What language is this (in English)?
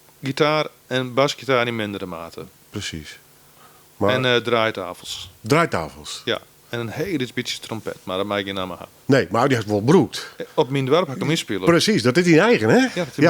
Western Frisian